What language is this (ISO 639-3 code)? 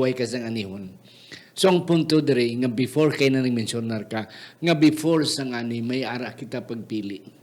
hil